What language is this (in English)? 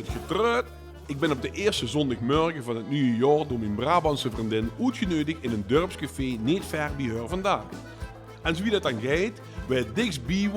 Limburgish